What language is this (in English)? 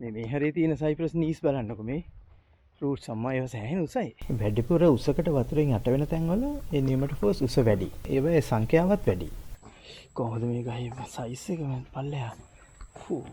Sinhala